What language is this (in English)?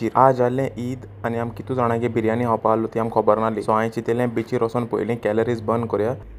Konkani